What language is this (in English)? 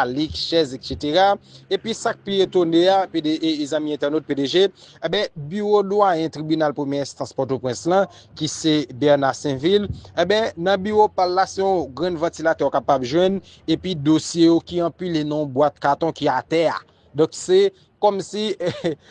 Haitian Creole